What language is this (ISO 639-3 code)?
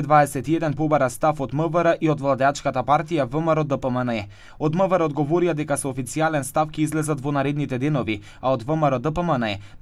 mkd